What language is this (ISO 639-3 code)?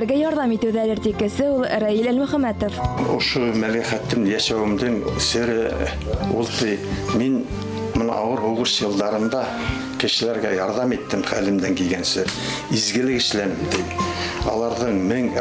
bak